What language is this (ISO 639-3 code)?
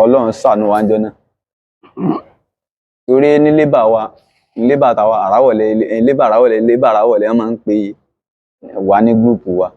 yor